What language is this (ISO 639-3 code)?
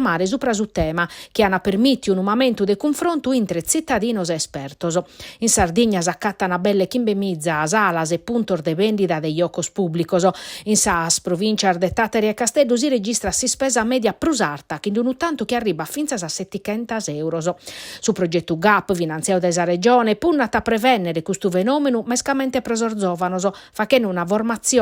srd